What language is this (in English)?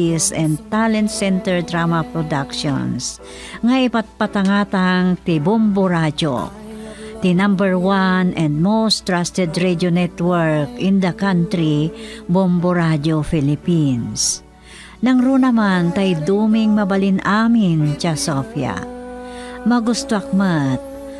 Iloko